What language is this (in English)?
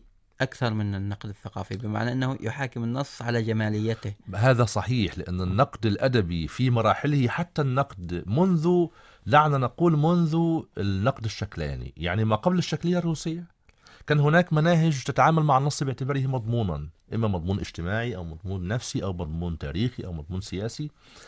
Arabic